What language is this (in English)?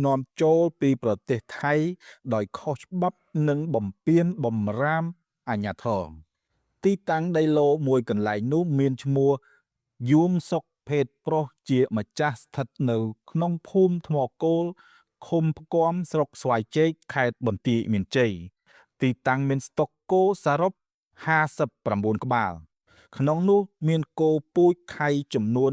Khmer